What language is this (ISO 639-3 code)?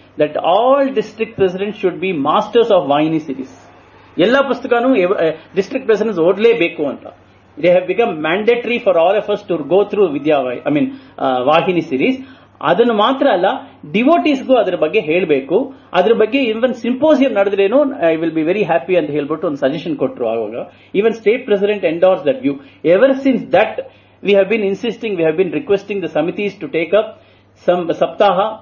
kan